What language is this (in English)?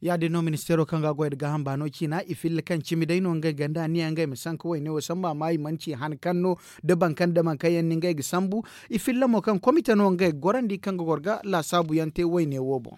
Zarma